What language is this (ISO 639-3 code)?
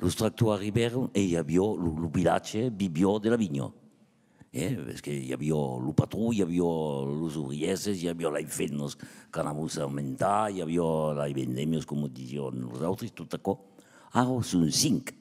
oci